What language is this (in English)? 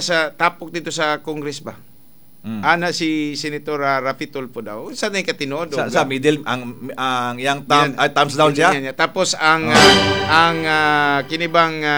Cebuano